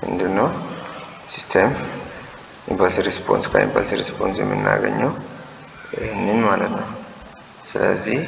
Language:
Amharic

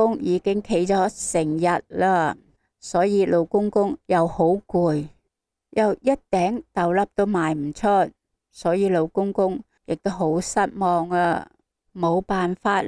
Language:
Cantonese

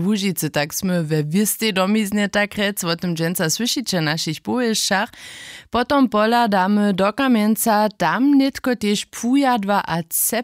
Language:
Upper Sorbian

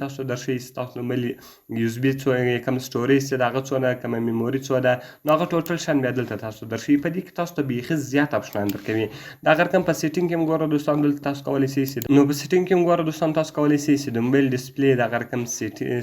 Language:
Pashto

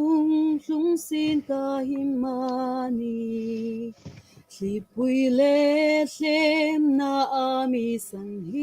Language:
Hmar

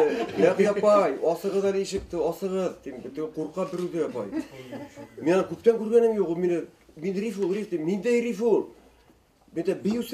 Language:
Bashkir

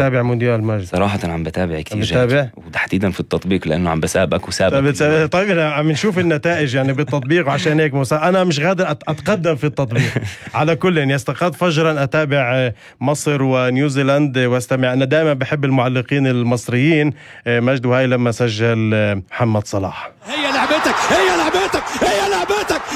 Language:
North Levantine Arabic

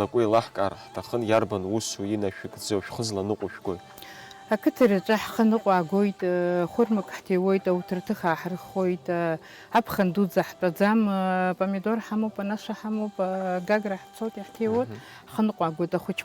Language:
Abkhazian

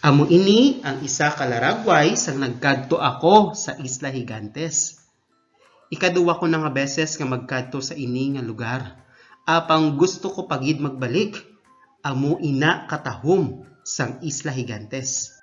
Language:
Hiligaynon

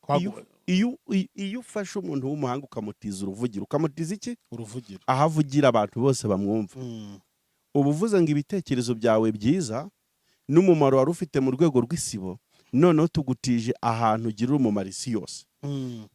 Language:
Kinyarwanda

